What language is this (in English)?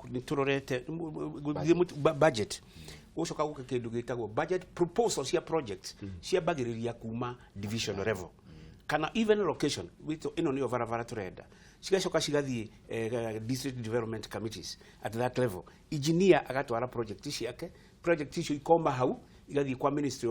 Kikuyu